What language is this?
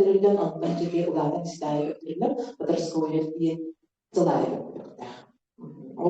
Yakut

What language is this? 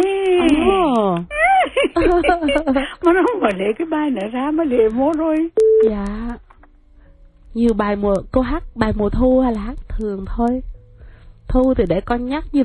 Vietnamese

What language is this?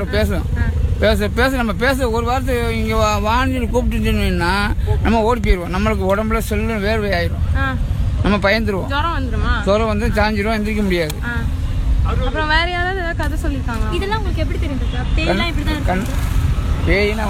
Tamil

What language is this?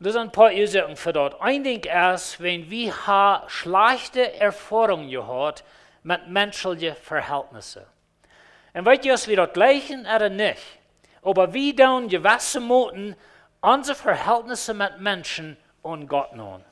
Plautdietsch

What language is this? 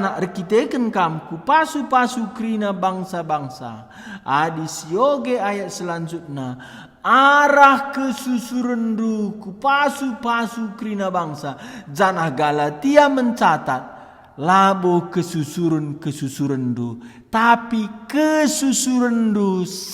Batak Karo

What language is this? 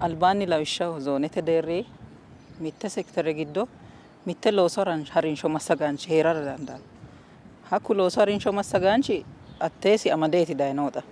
Sidamo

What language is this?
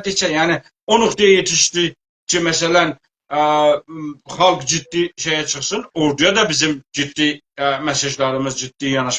South Azerbaijani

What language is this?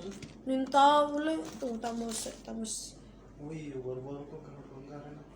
Manado Malay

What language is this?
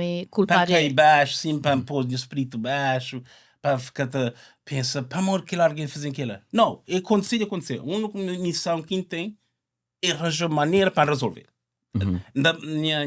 Kabuverdianu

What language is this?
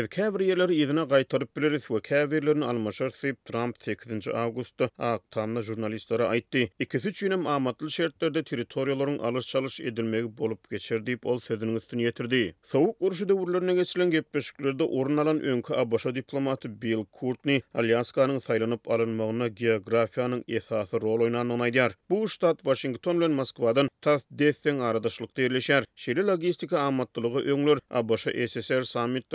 Turkmen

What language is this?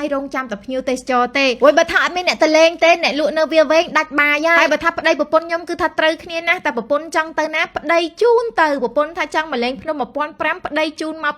Khmer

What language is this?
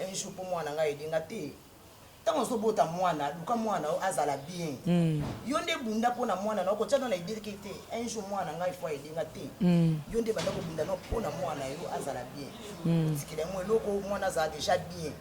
Lingala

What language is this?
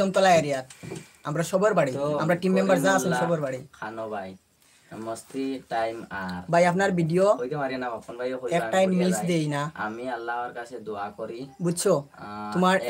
Sylheti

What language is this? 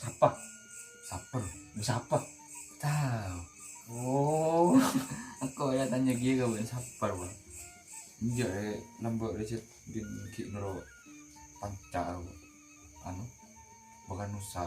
Madurese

